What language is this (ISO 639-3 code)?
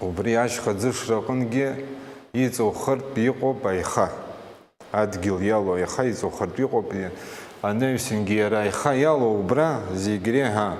abk